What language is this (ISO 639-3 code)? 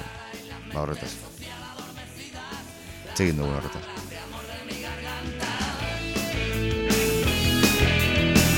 eus